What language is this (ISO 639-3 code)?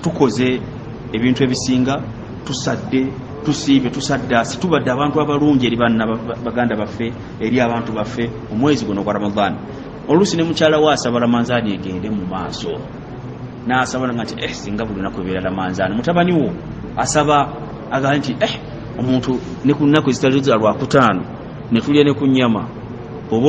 lug